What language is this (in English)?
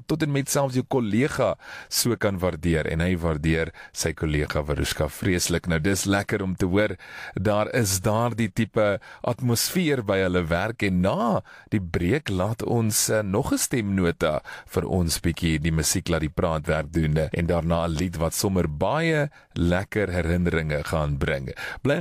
Afrikaans